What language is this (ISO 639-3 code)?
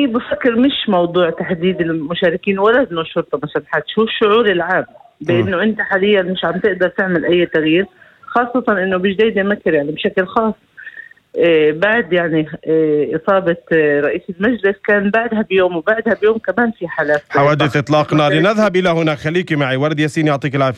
apc